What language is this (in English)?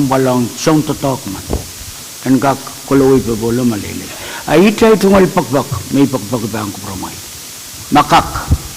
Pohnpeian